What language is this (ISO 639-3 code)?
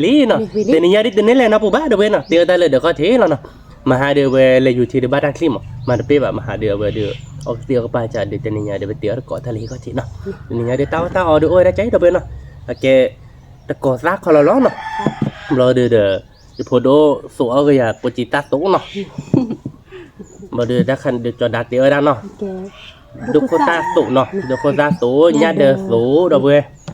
ksw